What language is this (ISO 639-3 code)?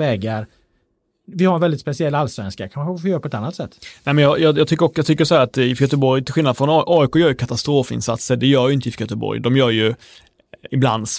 swe